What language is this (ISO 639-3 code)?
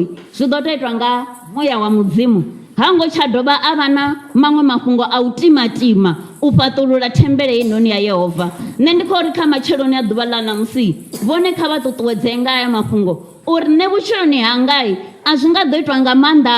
ven